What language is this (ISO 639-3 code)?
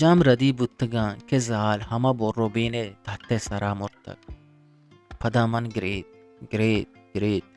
bgp